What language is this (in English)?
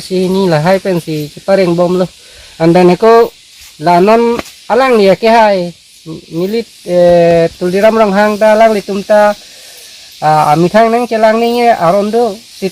Karbi